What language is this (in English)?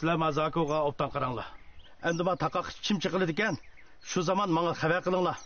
Uyghur